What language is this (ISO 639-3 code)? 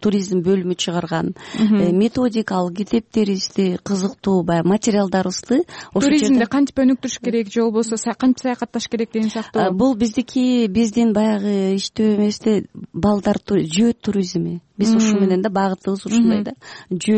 kir